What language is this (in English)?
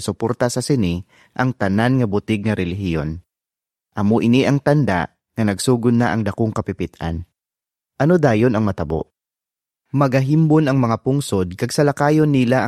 Hiligaynon